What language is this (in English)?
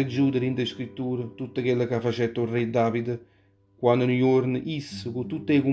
Neapolitan